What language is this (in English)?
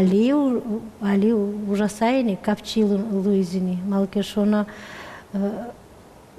Udmurt